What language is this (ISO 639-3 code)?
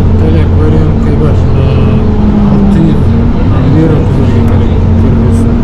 bak